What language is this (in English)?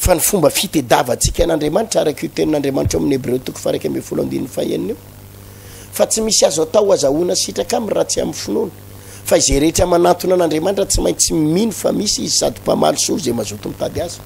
Malagasy